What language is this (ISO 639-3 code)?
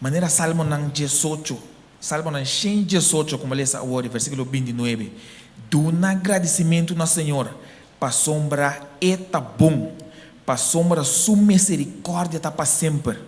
pap